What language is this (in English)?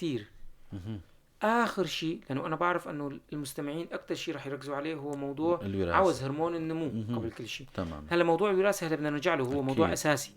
North Levantine Arabic